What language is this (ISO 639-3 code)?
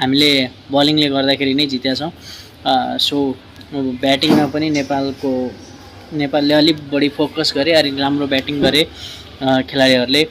nep